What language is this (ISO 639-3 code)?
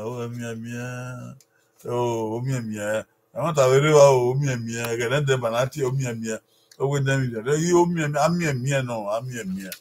bin